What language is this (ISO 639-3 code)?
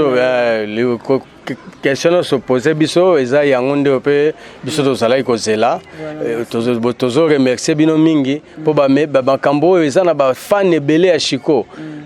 lin